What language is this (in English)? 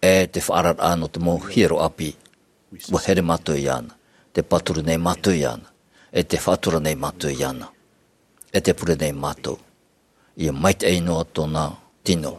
Tahitian